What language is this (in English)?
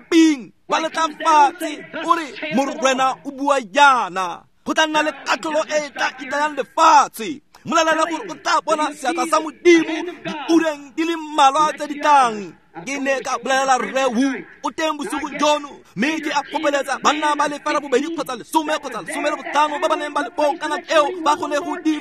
Tswana